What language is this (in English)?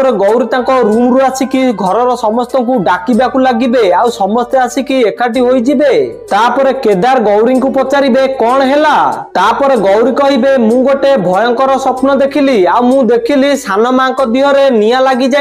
Odia